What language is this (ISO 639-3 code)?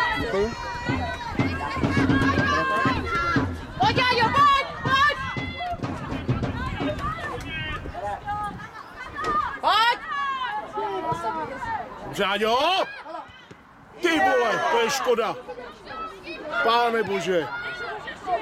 ces